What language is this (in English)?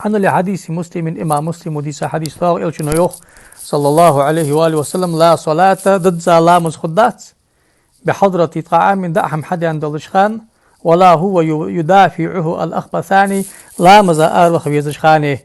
Ingush